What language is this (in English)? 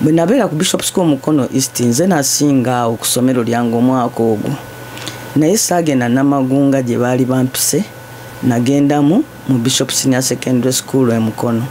Ganda